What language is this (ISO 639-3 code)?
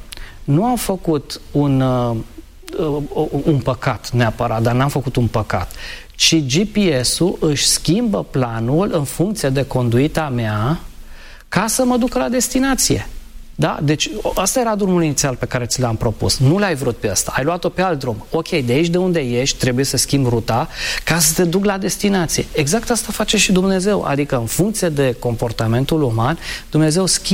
ron